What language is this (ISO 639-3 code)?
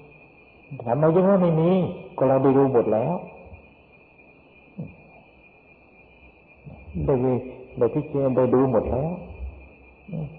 tha